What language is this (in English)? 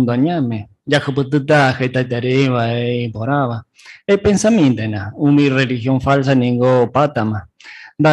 Guarani